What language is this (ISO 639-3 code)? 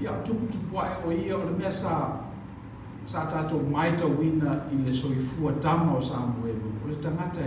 smo